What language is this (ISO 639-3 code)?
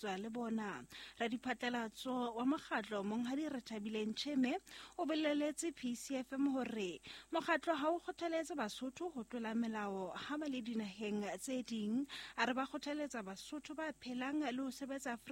sot